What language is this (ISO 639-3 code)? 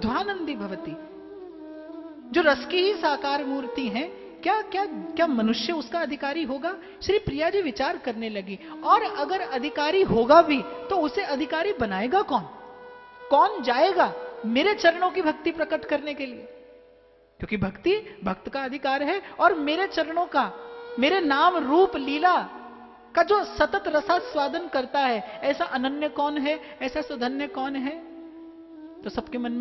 hin